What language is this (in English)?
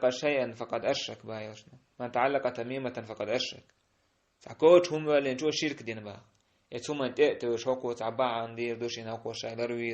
Chechen